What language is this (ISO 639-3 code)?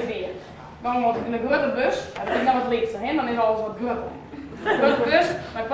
fry